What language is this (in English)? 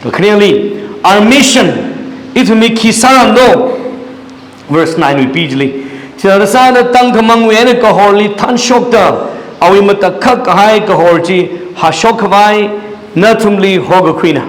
Tangkhul Naga (India)